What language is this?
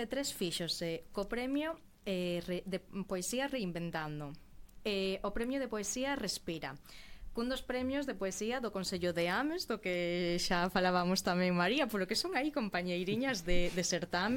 Galician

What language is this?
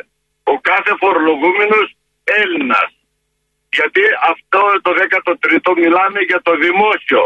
Greek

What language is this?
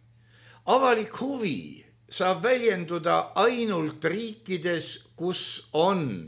Estonian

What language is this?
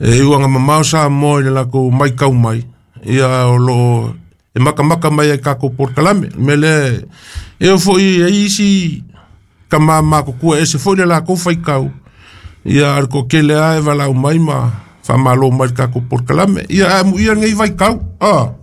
Samoan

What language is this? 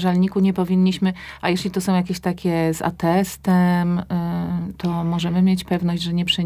Polish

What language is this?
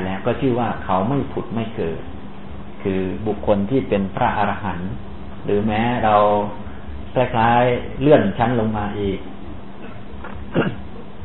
Thai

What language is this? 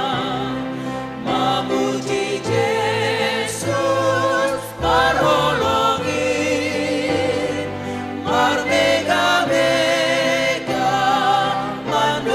Batak Simalungun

